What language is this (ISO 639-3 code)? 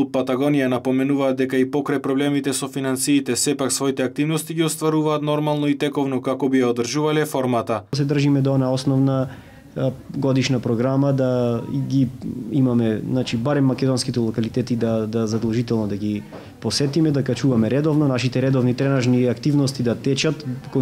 mkd